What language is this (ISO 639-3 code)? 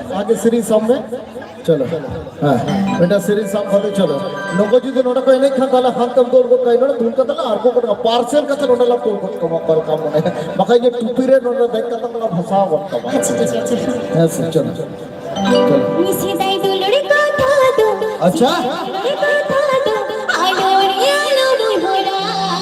sat